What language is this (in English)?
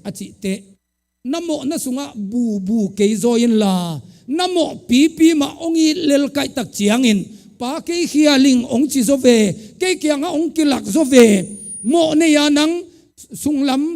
Tedim Chin